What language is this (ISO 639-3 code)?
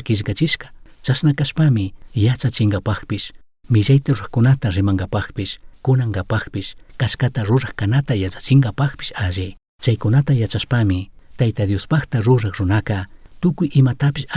qug